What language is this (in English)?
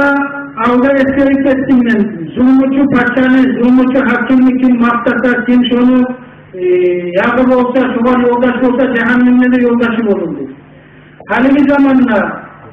Kumyk